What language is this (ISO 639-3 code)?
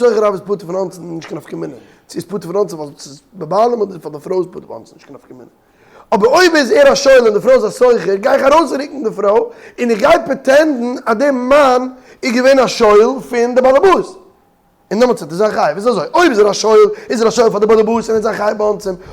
yid